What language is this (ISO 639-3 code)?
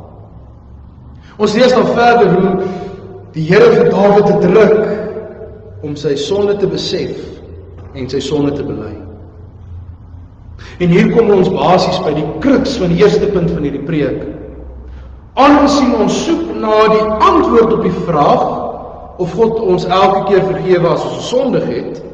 afr